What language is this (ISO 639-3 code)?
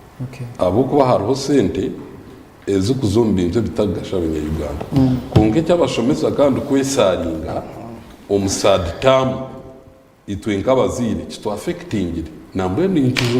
nyn